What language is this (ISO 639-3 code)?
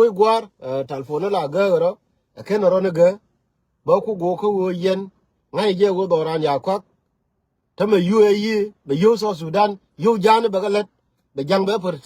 nus